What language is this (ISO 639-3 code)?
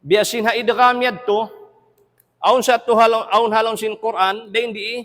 tsg